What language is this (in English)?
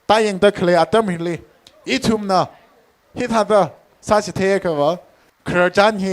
Tangkhul Naga (India)